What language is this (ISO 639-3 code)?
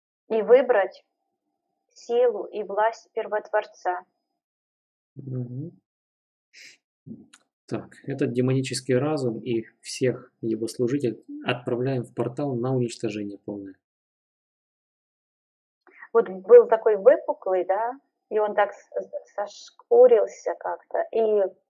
rus